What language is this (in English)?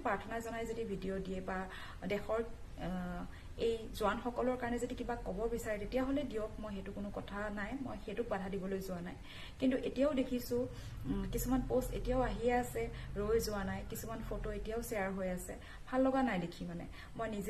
Assamese